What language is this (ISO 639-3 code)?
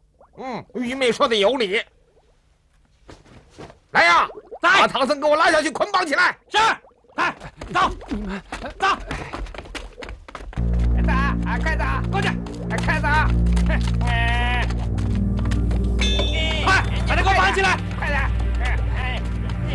zho